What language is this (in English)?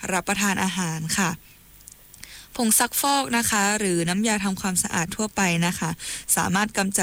Thai